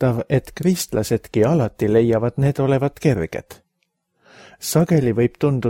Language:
Estonian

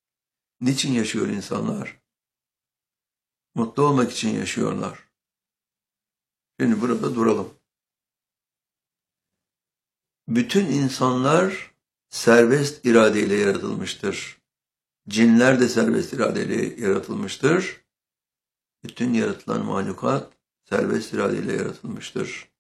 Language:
Turkish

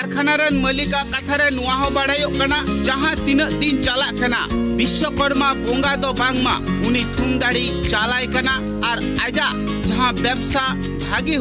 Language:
Santali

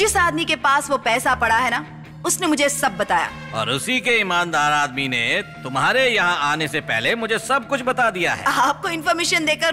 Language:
Hindi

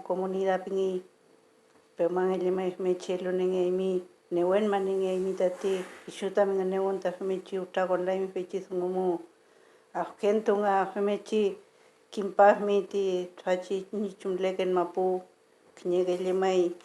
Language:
Mapuche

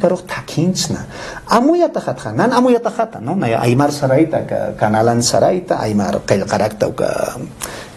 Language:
Aymara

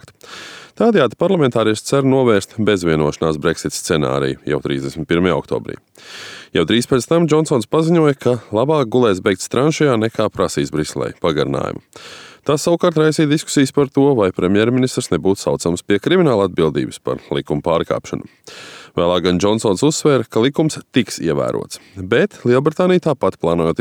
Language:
Latvian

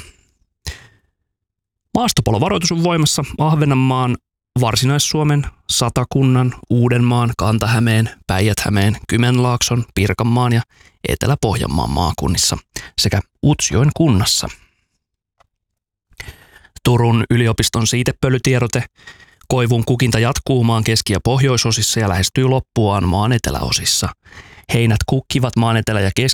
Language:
Finnish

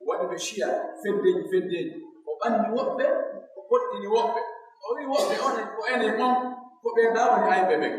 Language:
Pular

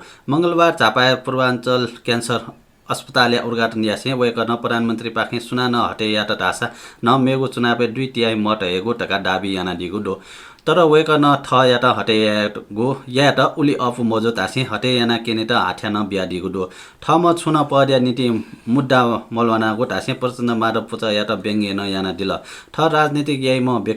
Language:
Newari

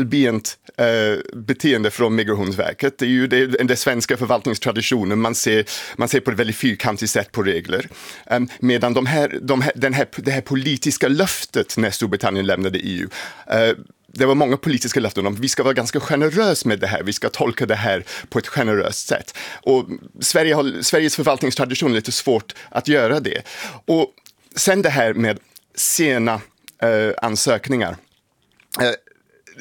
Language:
Swedish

